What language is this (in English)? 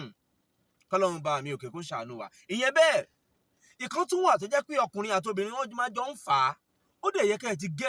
Yoruba